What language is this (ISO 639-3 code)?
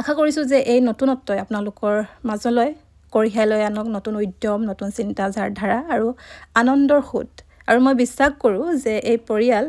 asm